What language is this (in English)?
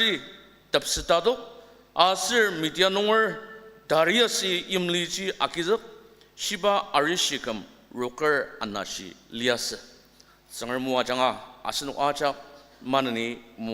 Ao Naga